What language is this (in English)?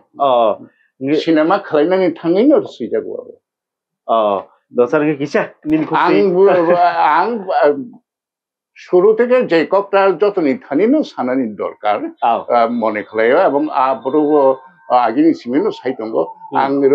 Kok Borok